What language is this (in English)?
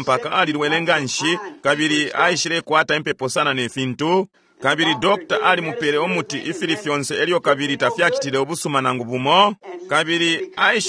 Bemba